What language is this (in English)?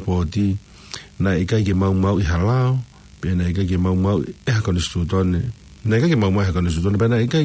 Tongan